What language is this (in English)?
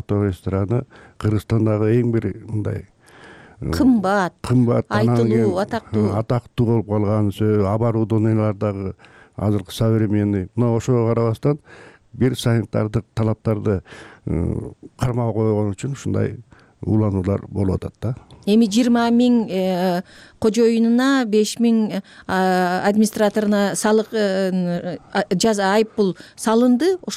Kyrgyz